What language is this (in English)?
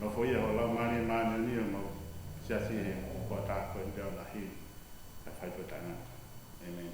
Tongan